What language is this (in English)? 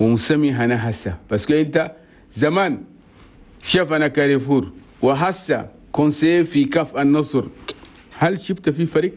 Chadian Arabic